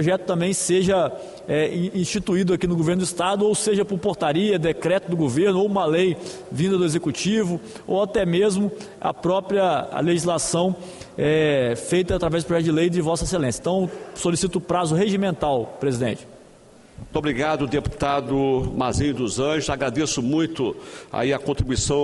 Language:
Portuguese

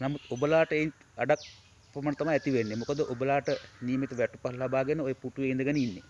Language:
Sinhala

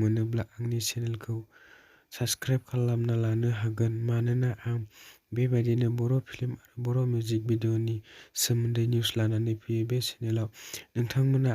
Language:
Bodo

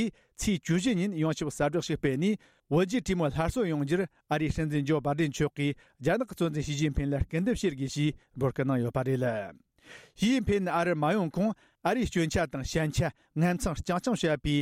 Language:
Tibetan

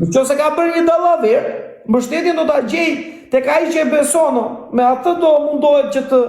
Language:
Albanian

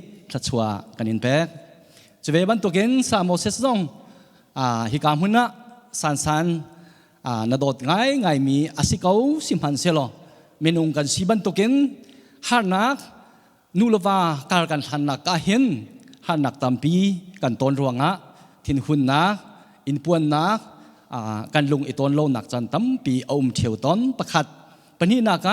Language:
Hakha Chin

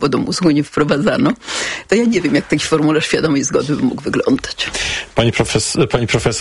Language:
Polish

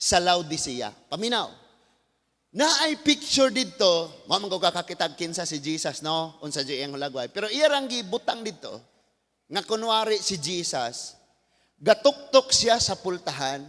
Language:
Cebuano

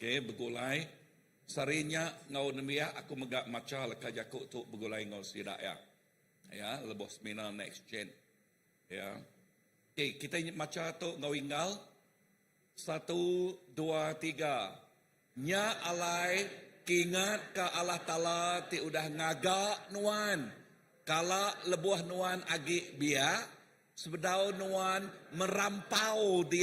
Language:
Iban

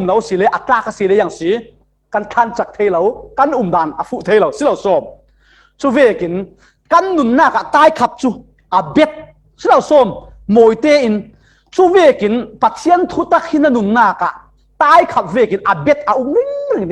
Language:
Falam Chin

